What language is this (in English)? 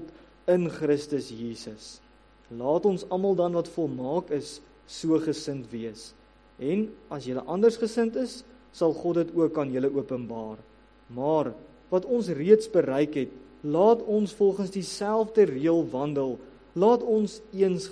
Afrikaans